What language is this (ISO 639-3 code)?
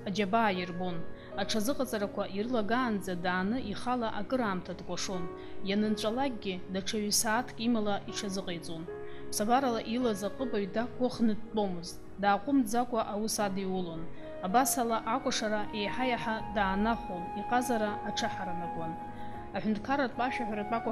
abk